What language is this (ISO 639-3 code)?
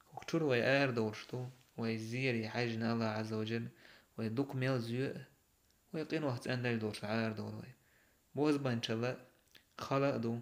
che